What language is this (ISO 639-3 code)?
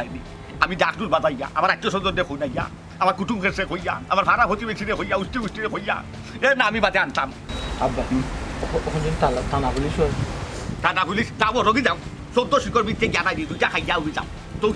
syl